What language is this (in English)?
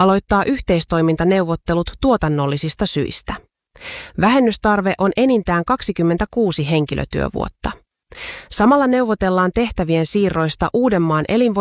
Finnish